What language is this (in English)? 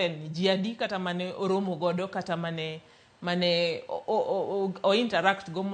Luo (Kenya and Tanzania)